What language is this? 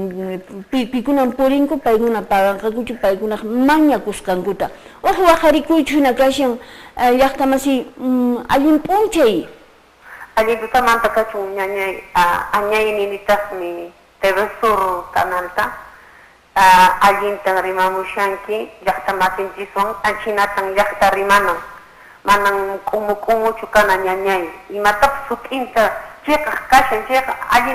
Quechua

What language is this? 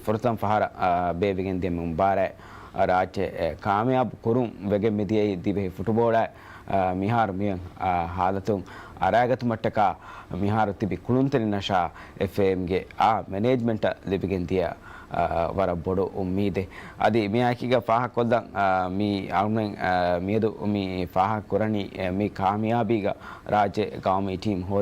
Divehi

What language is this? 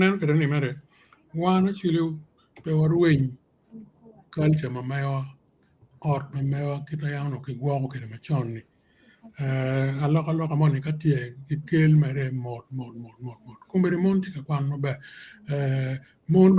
Acoli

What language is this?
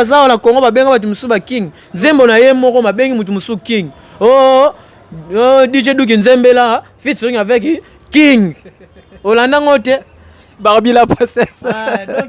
Lingala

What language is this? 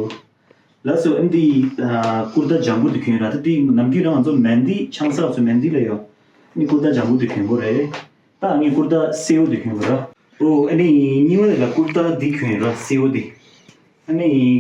Tibetan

